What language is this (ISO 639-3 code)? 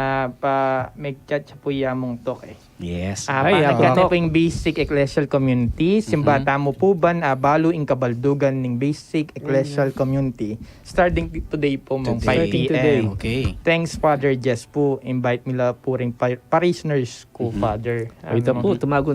pam